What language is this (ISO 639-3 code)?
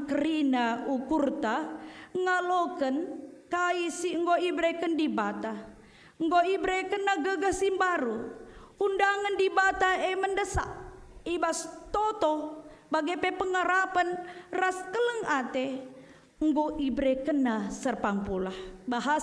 btx